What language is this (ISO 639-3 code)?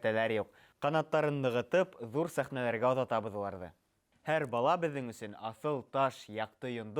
bak